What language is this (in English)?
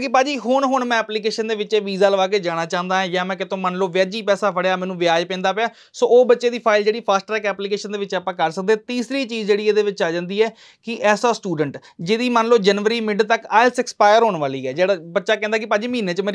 Punjabi